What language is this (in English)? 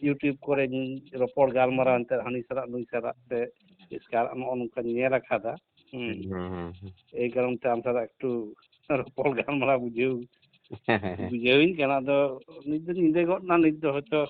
Santali